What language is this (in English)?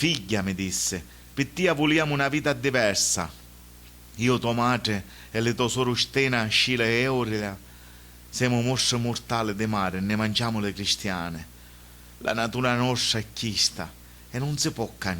Sicilian